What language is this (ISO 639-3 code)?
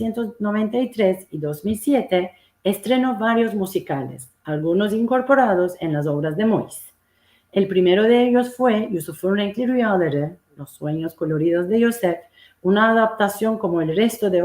lad